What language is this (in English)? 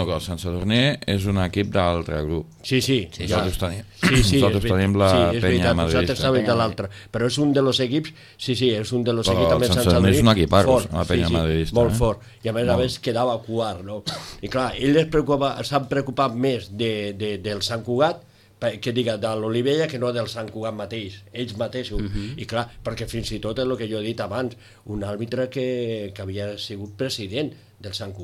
Catalan